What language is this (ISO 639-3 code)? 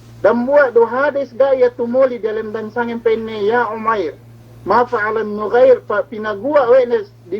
yka